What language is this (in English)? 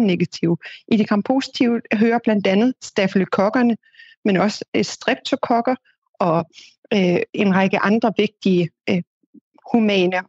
Danish